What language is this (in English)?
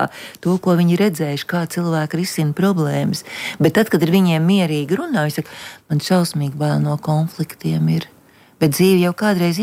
Latvian